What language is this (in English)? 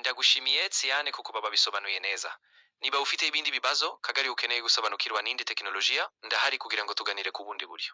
Kinyarwanda